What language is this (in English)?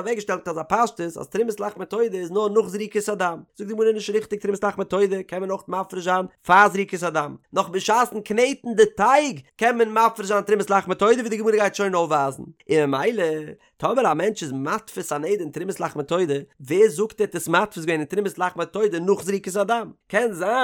Yiddish